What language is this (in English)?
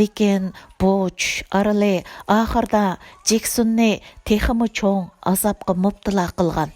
Uyghur